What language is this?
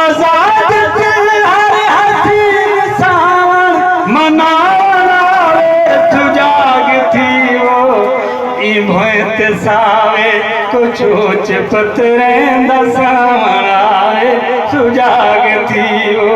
Saraiki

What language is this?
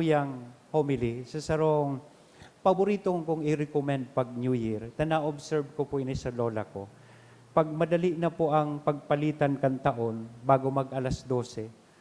Bikol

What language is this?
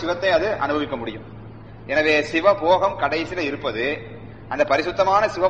Tamil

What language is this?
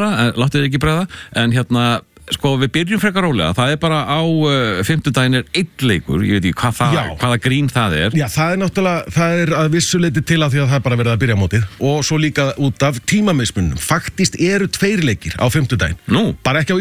Icelandic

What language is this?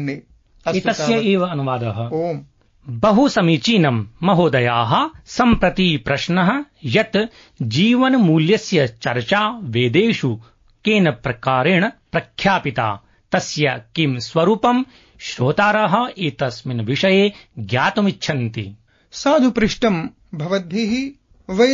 Sanskrit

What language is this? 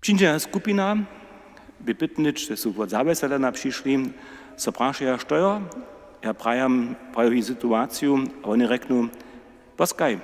Upper Sorbian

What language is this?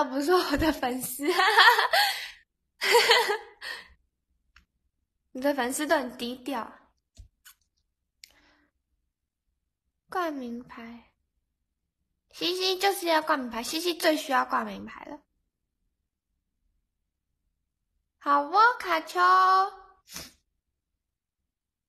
Chinese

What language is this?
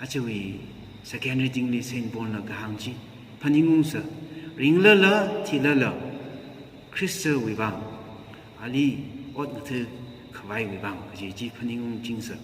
Tangkhul Naga (India)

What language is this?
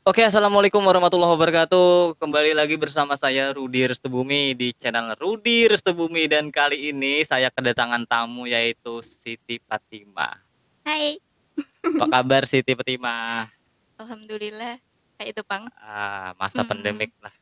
Banjar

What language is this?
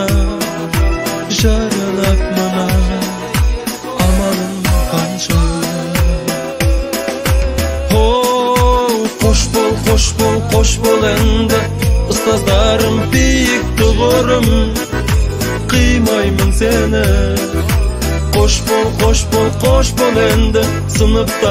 Kazakh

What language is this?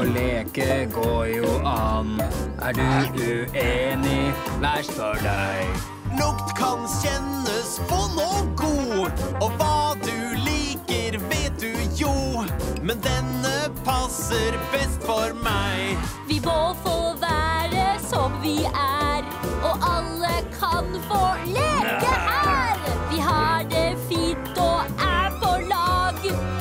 Norwegian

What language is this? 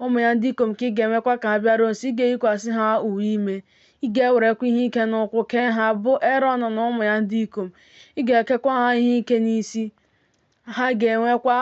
Igbo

